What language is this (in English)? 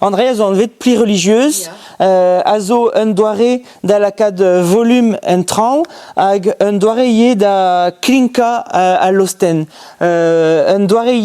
Breton